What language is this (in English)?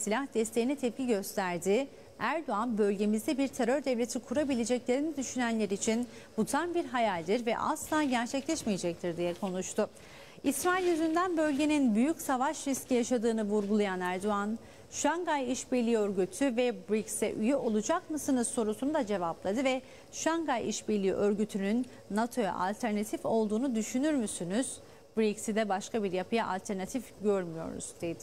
Turkish